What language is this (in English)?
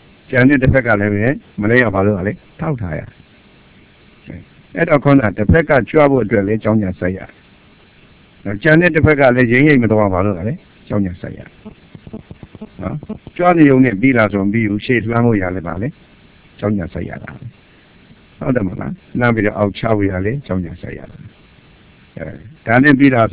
Burmese